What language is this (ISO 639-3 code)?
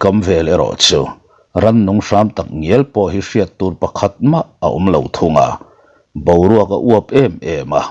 lus